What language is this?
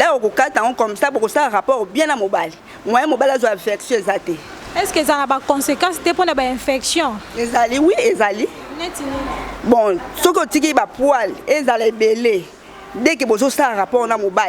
Lingala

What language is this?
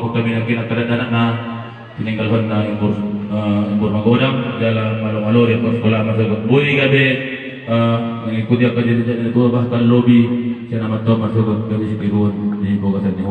Batak Toba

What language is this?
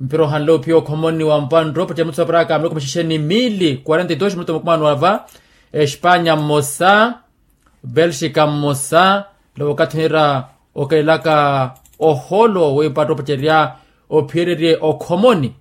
Makhuwa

